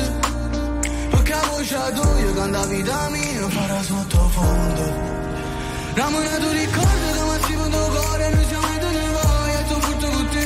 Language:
Italian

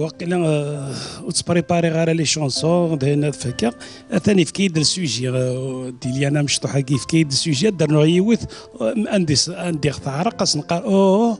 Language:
Kabyle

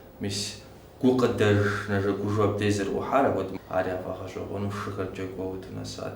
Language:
Kabardian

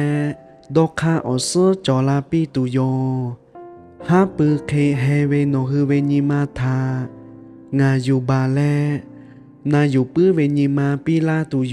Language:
Lahu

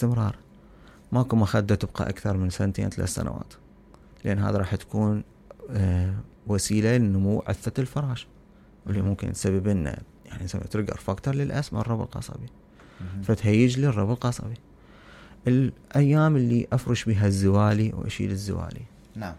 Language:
Mesopotamian Arabic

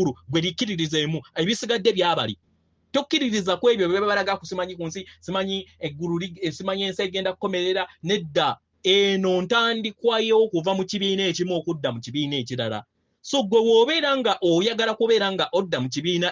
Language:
Ganda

